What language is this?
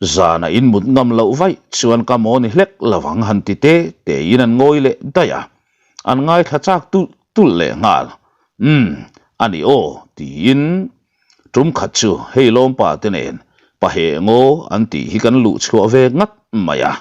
Mizo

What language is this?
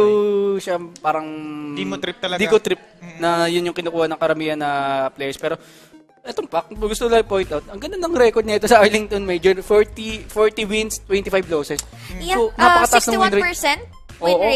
Filipino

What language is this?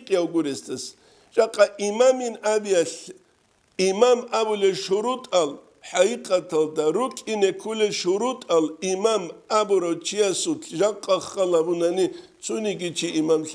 Avaric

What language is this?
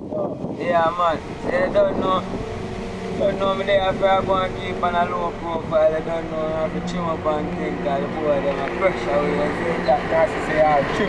Jamaican Creole English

